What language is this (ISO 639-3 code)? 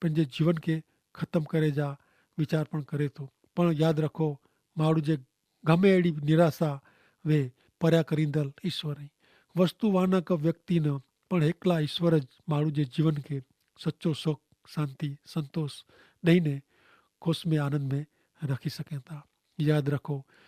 kfr